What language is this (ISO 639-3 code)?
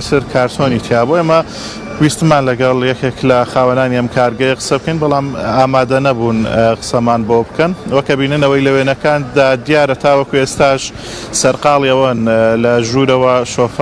ckb